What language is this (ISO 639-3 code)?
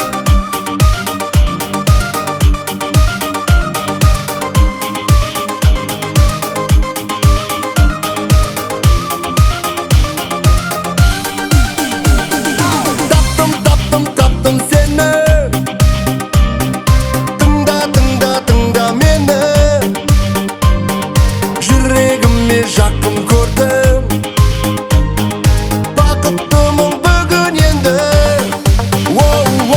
kaz